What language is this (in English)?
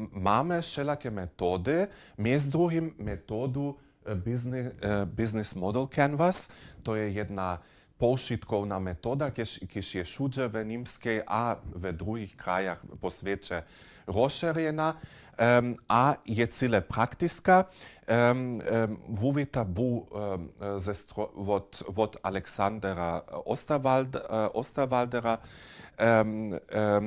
Upper Sorbian